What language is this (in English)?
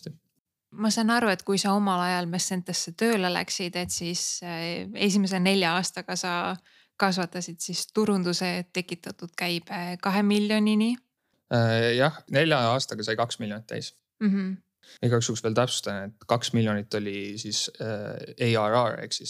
Estonian